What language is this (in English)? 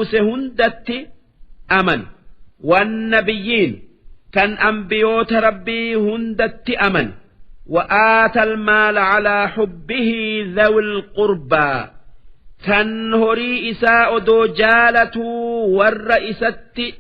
Oromo